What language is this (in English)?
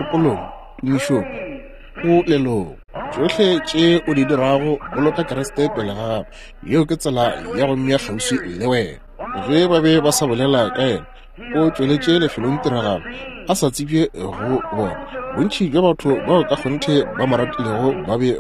Northern Sotho